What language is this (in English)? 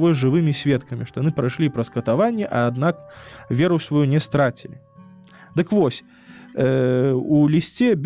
Belarusian